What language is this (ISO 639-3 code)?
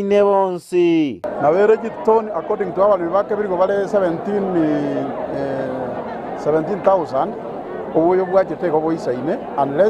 guz